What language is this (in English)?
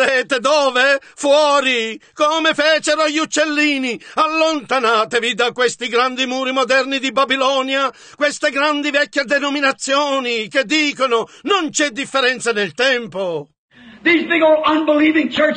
Italian